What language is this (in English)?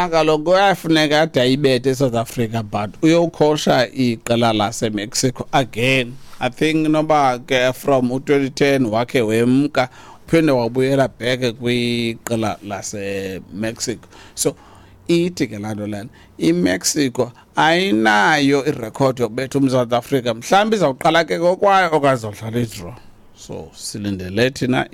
Xhosa